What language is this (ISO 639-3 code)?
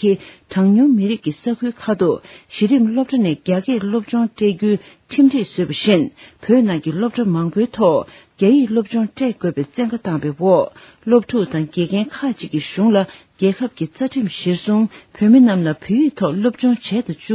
bod